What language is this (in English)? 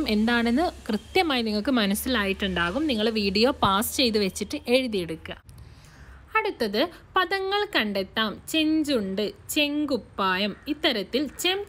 Malayalam